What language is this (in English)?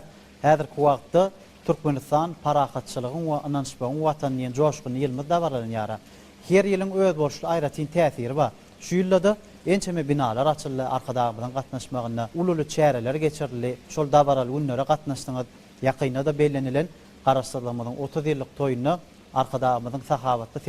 Turkmen